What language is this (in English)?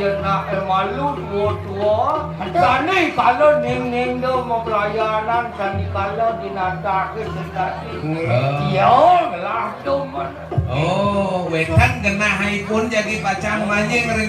Balinese